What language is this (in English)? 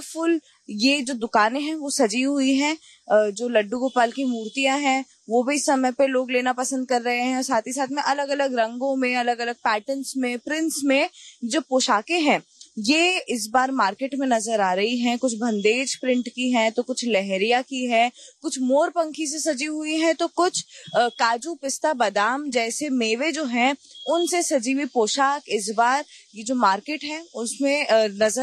Hindi